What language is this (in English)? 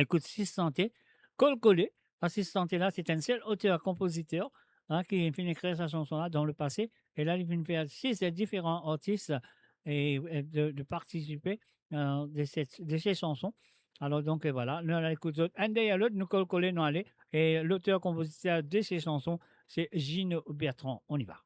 Morisyen